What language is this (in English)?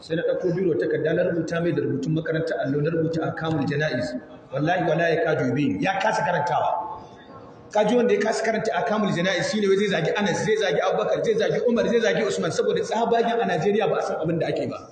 Hausa